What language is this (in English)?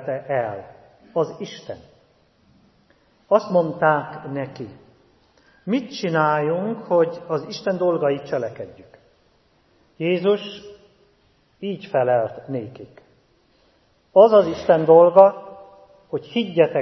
Hungarian